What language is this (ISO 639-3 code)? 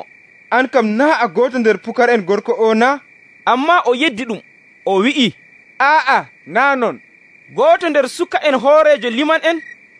fuv